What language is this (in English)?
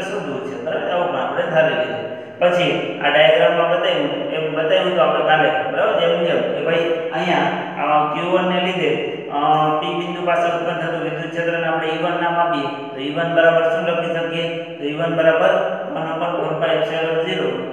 Gujarati